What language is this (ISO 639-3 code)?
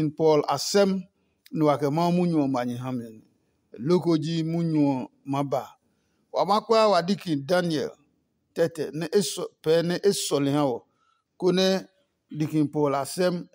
ada